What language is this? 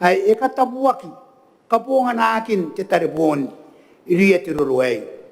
Gilbertese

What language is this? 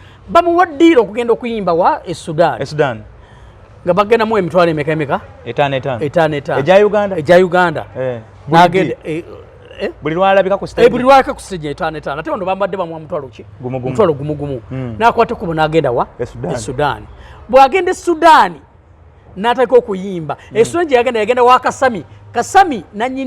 Ganda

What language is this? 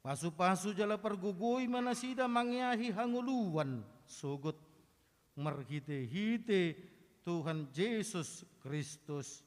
Batak Toba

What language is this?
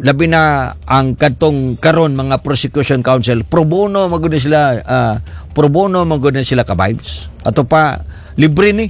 Cebuano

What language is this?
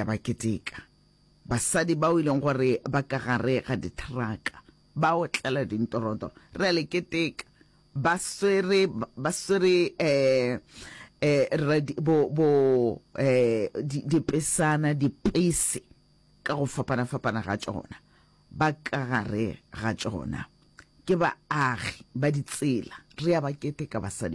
Northern Sotho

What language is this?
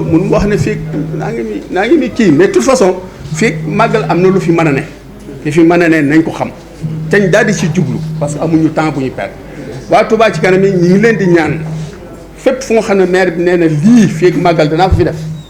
Wolof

